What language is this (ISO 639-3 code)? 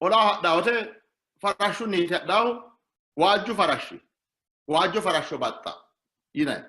sid